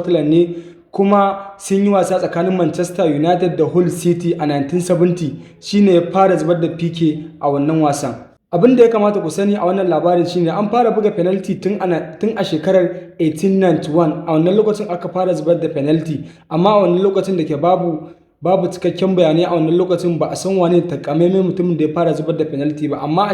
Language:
Hausa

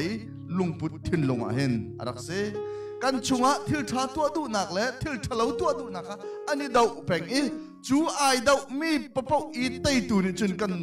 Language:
Hakha Chin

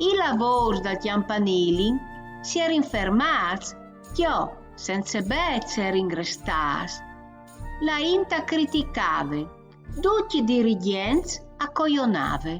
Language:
Friulian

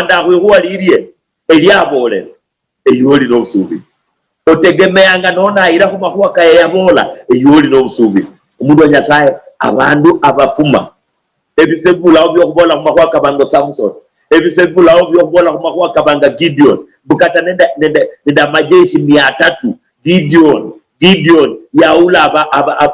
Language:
Luyia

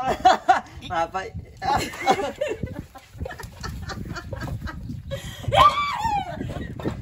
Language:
Portuguese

